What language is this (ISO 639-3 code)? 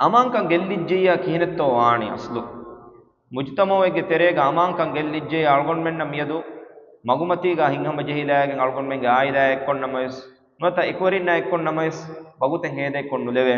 div